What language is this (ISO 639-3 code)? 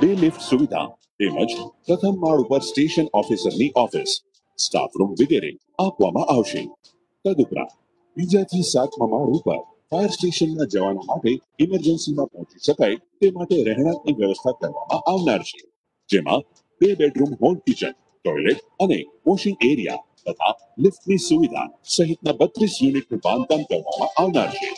guj